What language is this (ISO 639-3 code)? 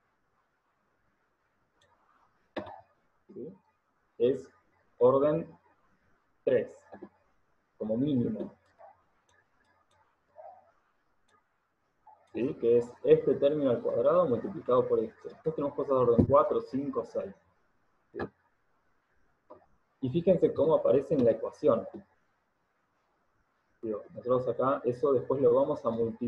spa